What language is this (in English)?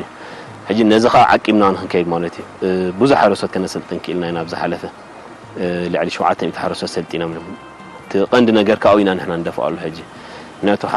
Tigrinya